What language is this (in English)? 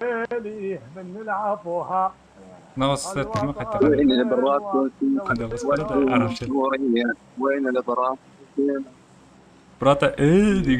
Kara-Kalpak